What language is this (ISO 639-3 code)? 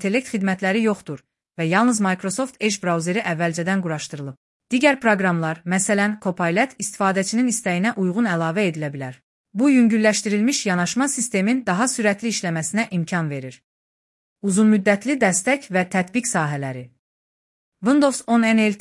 aze